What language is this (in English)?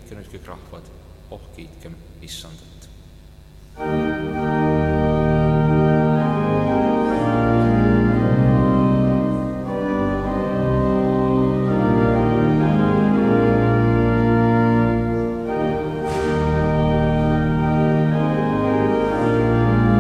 Estonian